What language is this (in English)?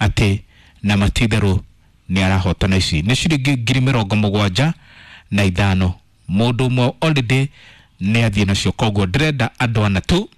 Kikuyu